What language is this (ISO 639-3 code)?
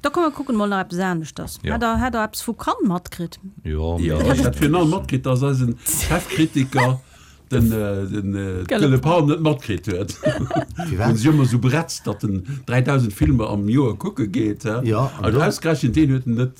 ltz